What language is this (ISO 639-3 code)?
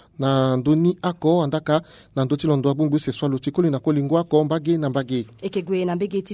sag